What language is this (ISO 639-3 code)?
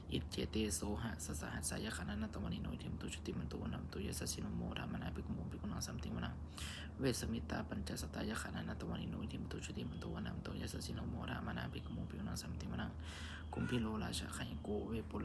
pli